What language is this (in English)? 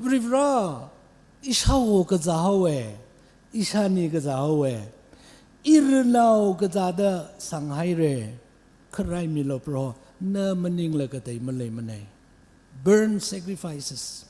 Tangkhul Naga (India)